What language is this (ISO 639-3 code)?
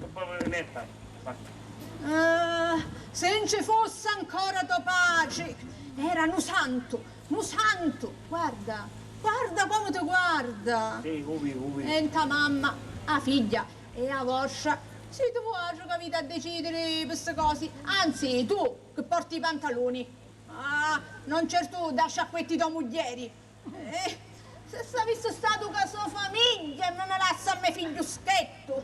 scn